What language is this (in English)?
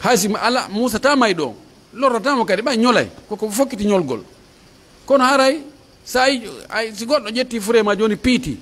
Pular